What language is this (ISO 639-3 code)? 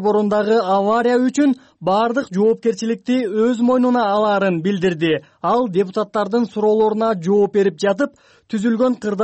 kir